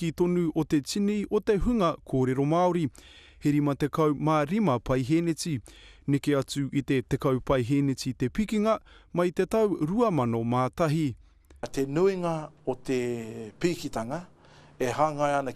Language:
Māori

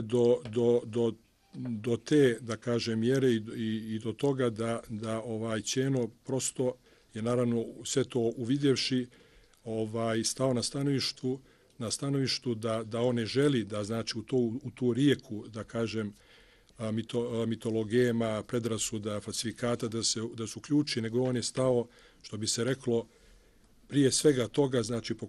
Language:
Bosnian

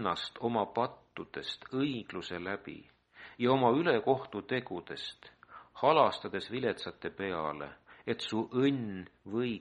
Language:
Estonian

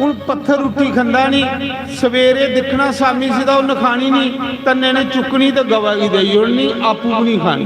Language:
Dogri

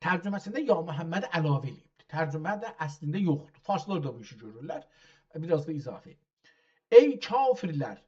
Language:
South Azerbaijani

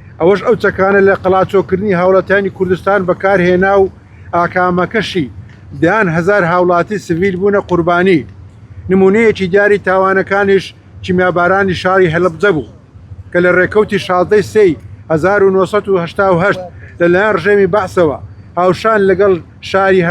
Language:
Central Kurdish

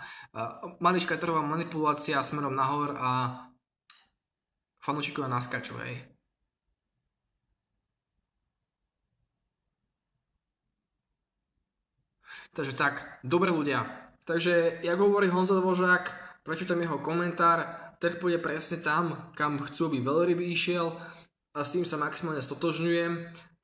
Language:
Slovak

